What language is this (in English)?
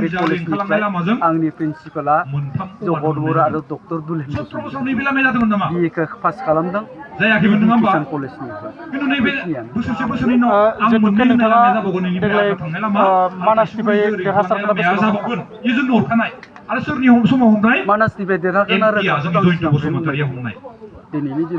Bodo